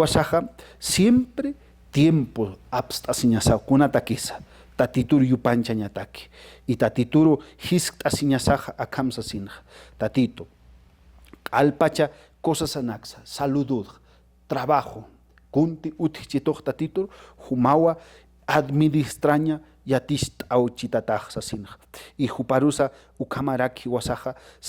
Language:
Aymara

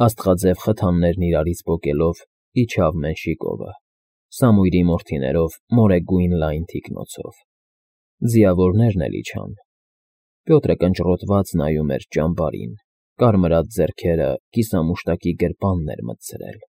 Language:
Armenian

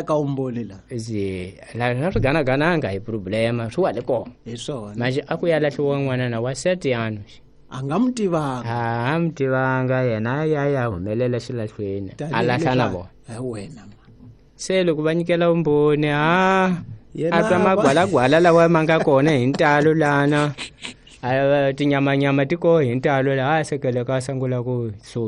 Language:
Tsonga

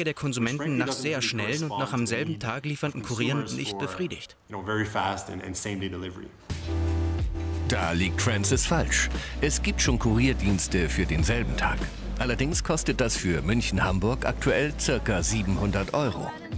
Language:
German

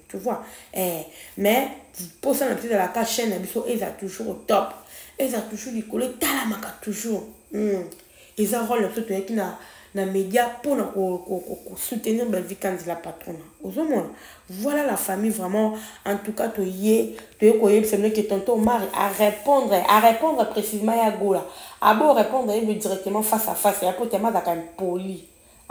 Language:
Lingala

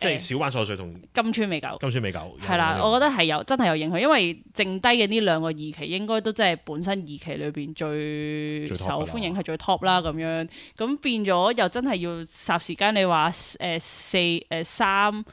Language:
Cantonese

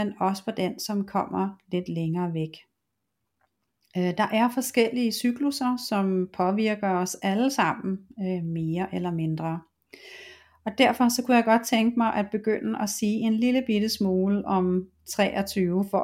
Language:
Danish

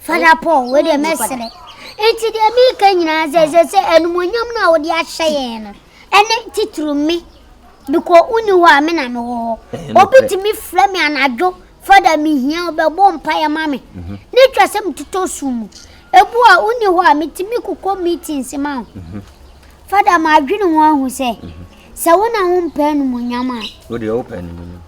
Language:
Akan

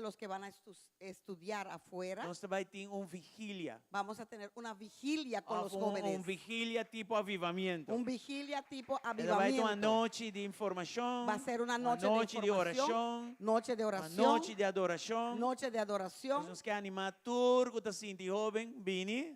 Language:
Papiamento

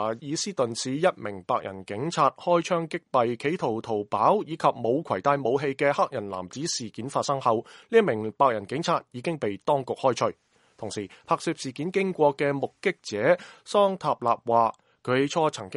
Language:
Cantonese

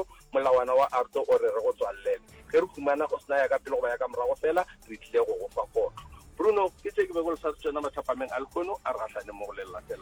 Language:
Northern Sotho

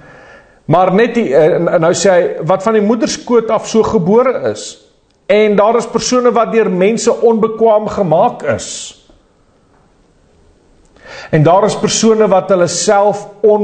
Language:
Afrikaans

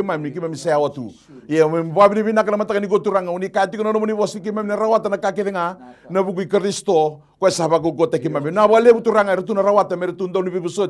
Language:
Fijian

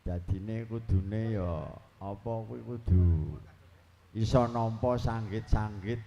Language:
Javanese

